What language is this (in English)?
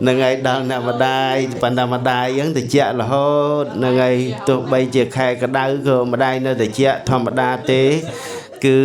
Khmer